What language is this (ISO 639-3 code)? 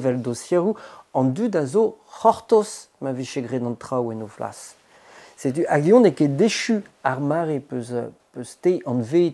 bre